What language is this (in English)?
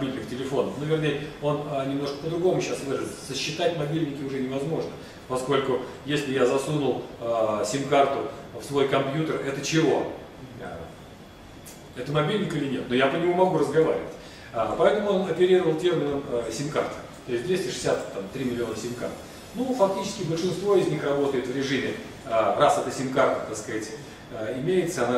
Russian